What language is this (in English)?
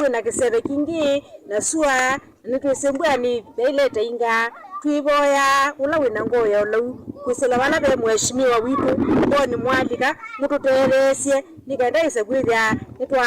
Kamba